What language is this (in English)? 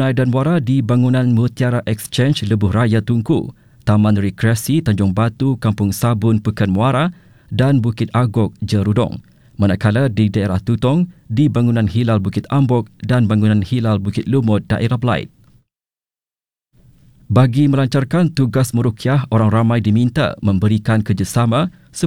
Malay